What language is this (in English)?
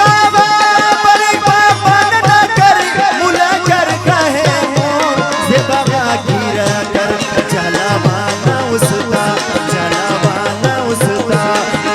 Brahui